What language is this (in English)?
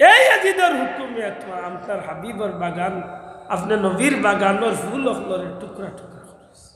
Sylheti